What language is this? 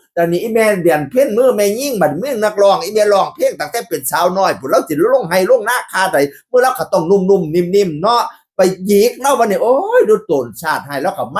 Northeastern Thai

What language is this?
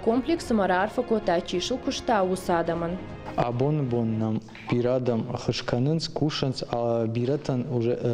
Ossetic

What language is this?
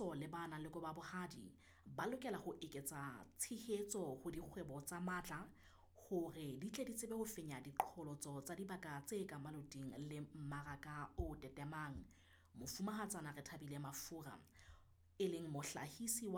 Southern Sotho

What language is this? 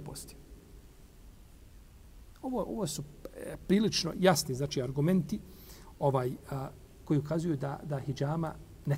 Bosnian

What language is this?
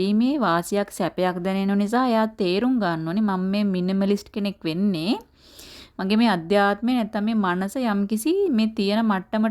Sinhala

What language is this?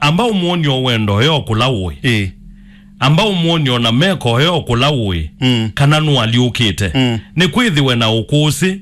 Kamba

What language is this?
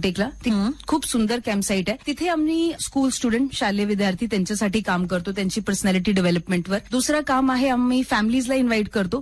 Marathi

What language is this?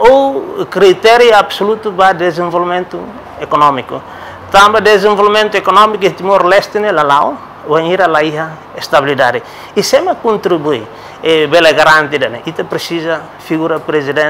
Tetum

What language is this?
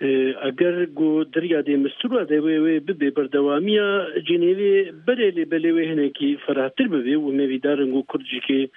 Kurdish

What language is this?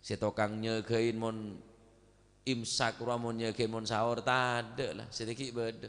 Madurese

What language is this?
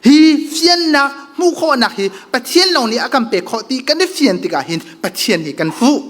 Hakha Chin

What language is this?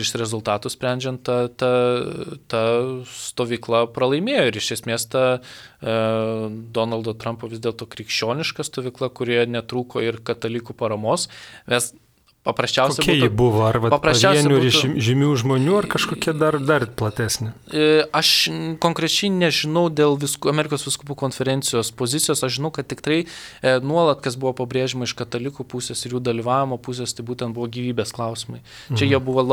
Lithuanian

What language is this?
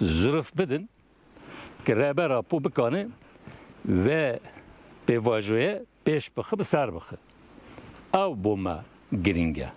Kurdish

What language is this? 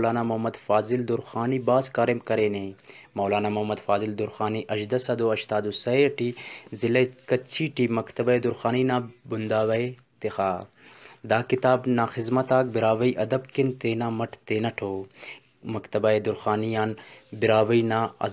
Brahui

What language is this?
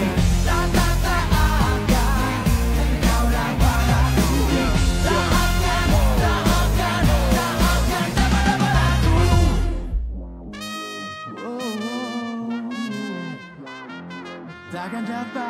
Malay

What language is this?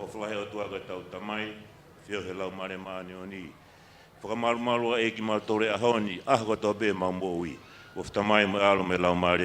Tongan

